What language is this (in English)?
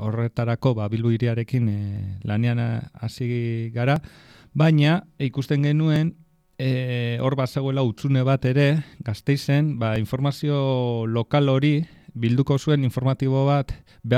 Basque